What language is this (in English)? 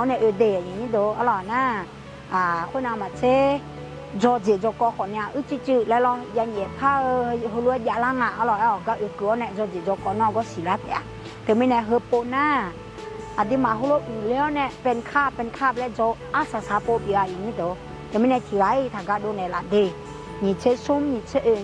Akha